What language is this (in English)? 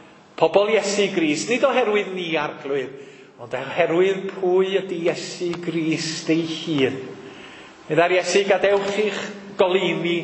Welsh